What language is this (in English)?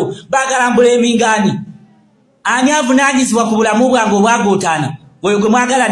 Ganda